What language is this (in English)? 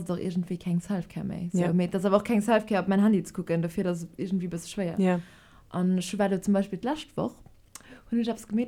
Luxembourgish